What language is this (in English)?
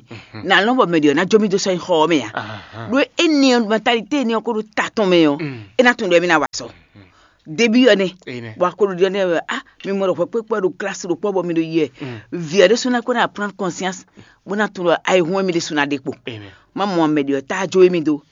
Fon